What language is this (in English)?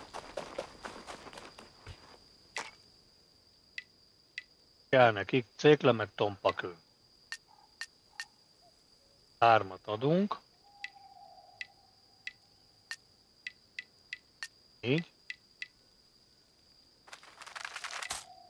Hungarian